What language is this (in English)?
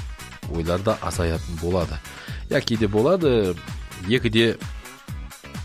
Kazakh